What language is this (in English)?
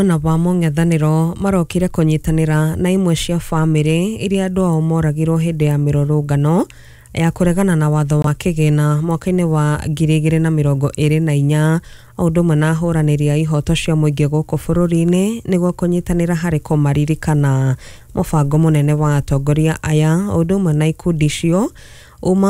Kikuyu